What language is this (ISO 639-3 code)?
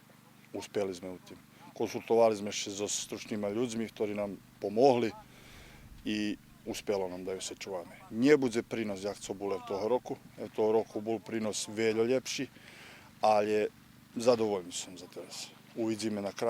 rue